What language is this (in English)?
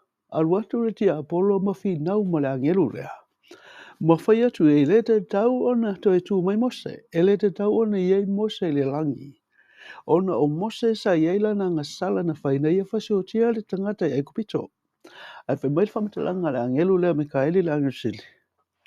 Samoan